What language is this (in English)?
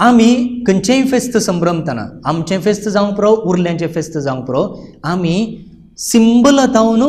Konkani